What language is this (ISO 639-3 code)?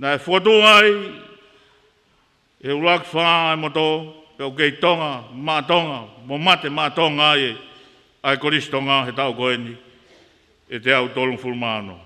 ton